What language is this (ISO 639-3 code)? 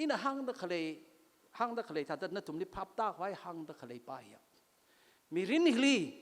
nmf